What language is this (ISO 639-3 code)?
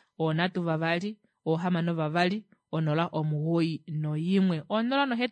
kua